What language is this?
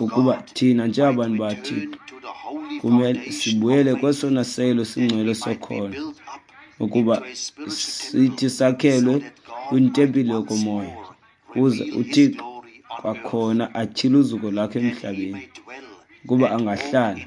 Xhosa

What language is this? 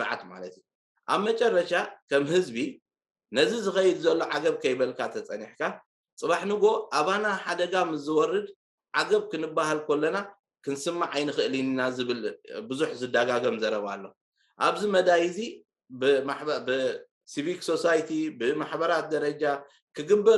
Tigrinya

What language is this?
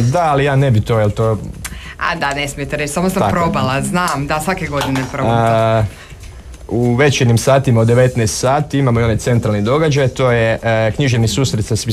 Croatian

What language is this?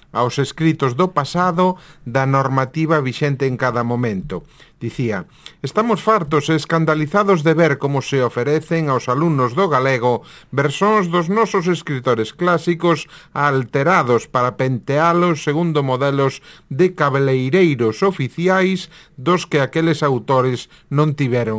Galician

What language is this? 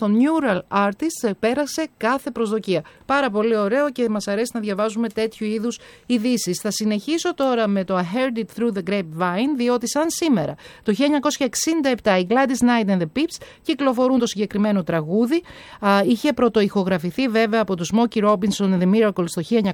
Greek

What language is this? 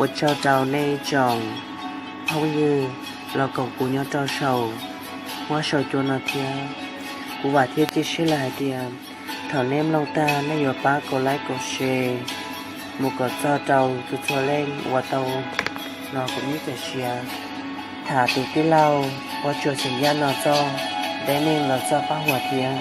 Hmong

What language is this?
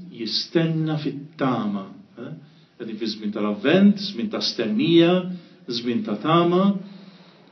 Maltese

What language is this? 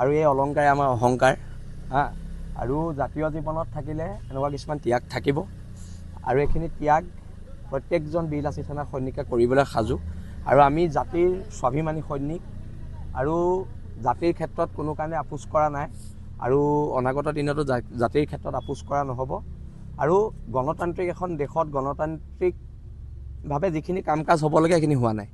Assamese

